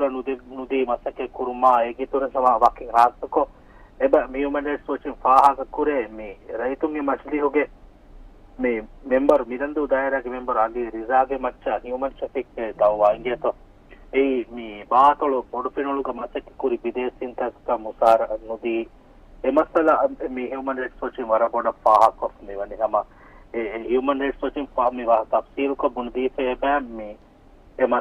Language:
Divehi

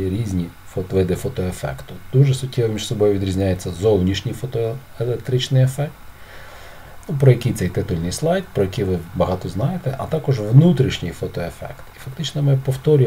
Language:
Ukrainian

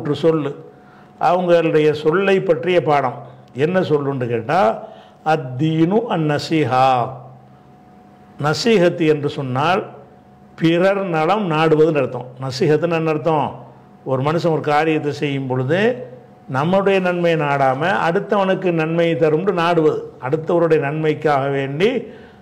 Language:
Tamil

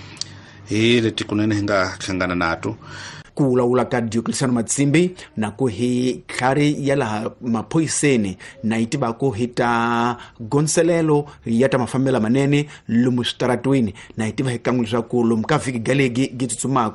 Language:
Tsonga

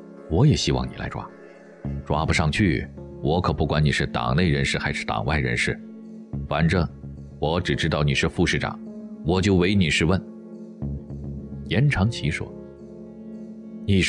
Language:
Chinese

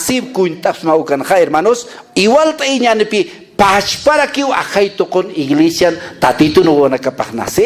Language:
Aymara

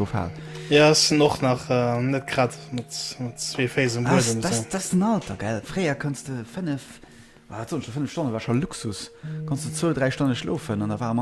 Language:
Luxembourgish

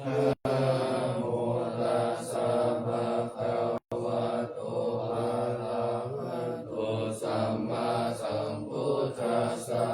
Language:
Pali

